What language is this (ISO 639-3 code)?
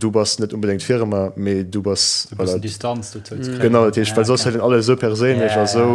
ltz